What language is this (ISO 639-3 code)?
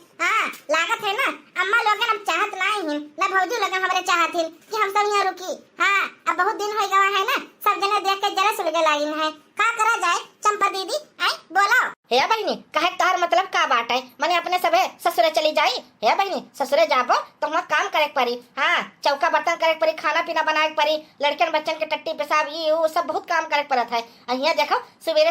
awa